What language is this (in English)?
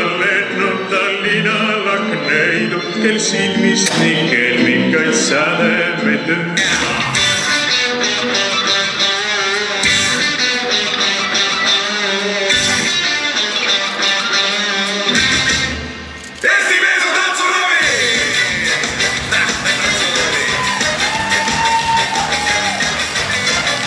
Estonian